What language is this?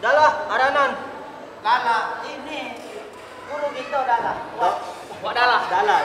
Musi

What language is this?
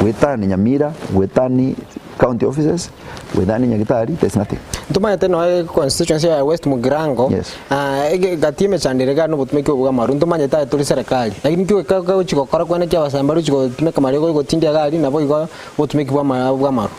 Gusii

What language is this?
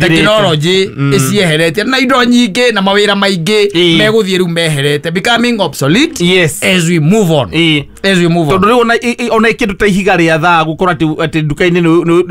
Kikuyu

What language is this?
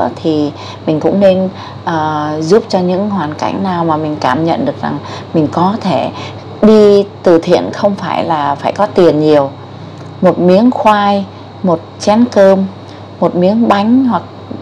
Vietnamese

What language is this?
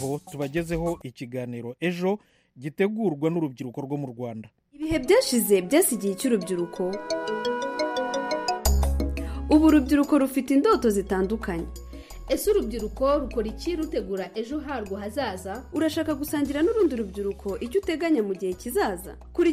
Kinyarwanda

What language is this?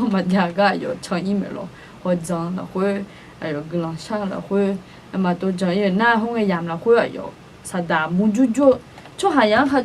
Akha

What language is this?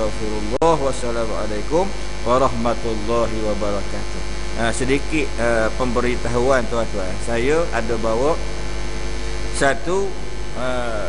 Malay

